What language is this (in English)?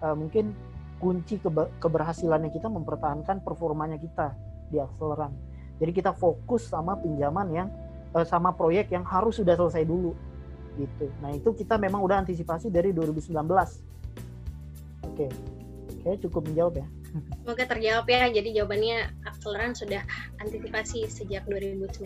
Indonesian